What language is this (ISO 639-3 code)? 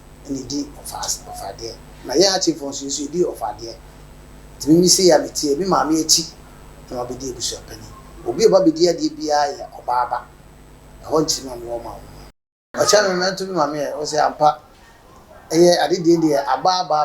aka